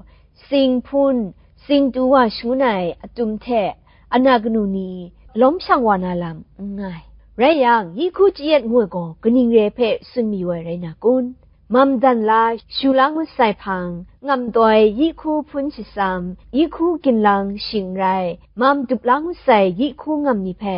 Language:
Kachin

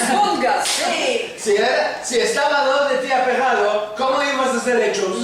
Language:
Ladino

